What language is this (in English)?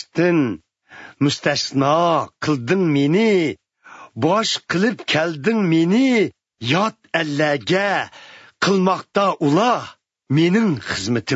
Uyghur